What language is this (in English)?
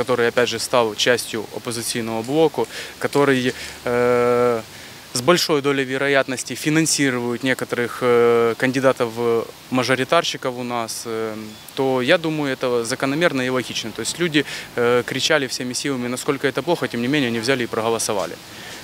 Russian